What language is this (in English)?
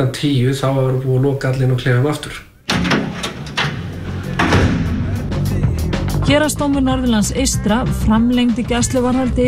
Icelandic